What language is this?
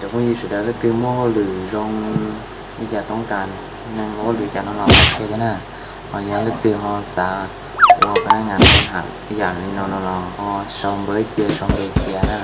Hmong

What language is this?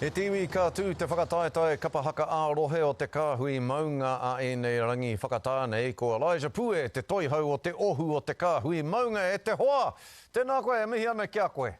Māori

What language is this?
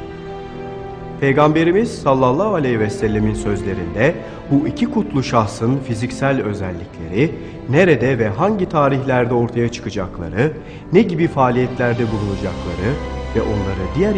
Turkish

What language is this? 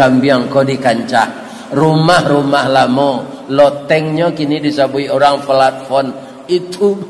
Minangkabau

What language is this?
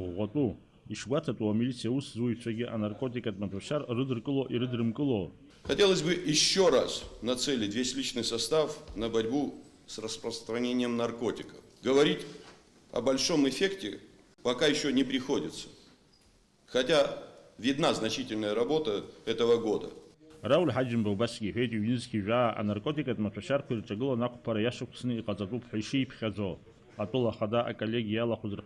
Abkhazian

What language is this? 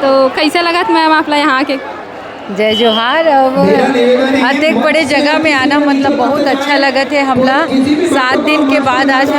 Chhattisgarhi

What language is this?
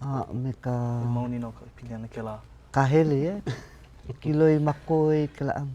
Hawaiian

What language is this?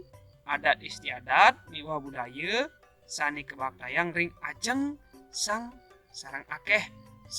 Balinese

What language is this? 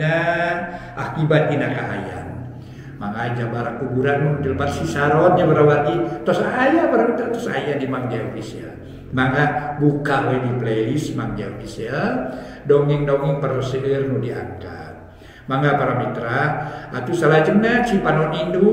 Sundanese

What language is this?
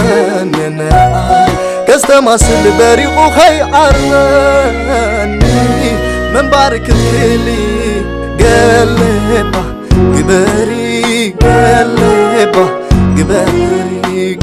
Tigrinya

